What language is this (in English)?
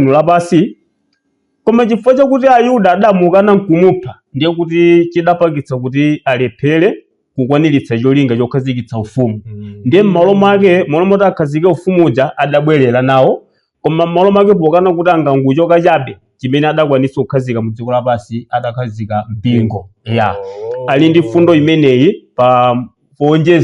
Nyanja